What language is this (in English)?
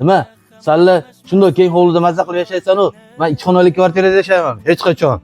Uzbek